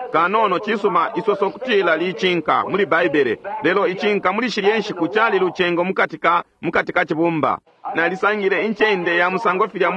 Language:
Bemba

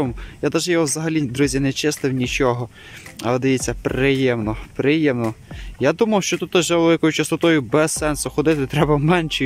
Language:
Ukrainian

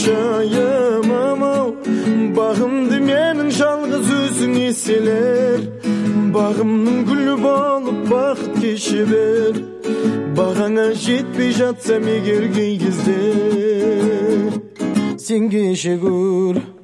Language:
Kazakh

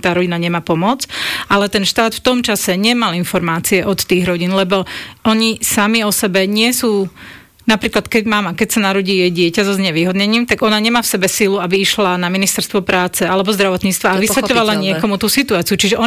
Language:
Slovak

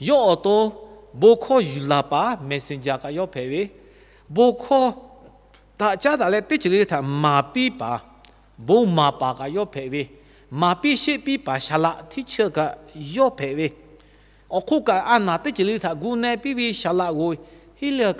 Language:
Lahu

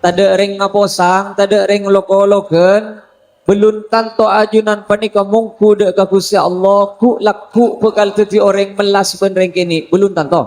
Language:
Madurese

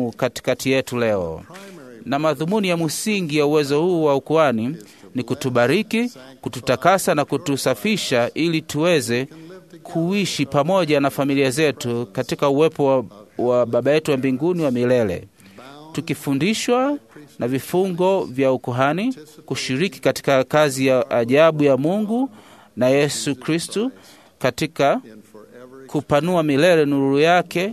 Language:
Swahili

